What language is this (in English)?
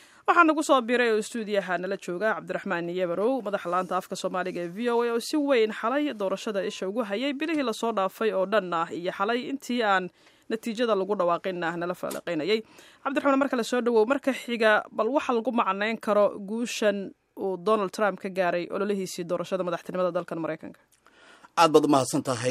Somali